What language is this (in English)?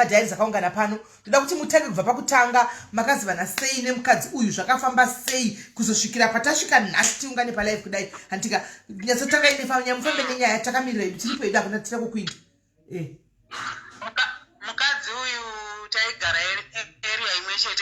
Shona